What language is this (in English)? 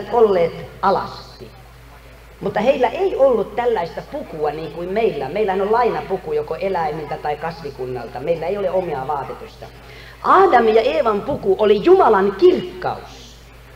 Finnish